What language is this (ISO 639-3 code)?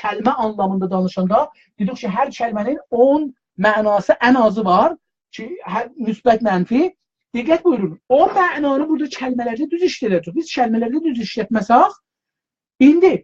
azb